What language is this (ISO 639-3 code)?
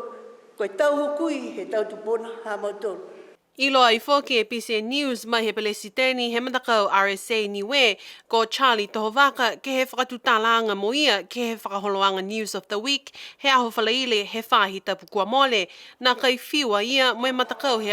niu